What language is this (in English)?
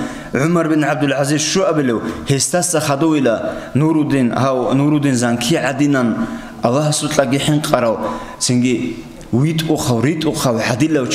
Avaric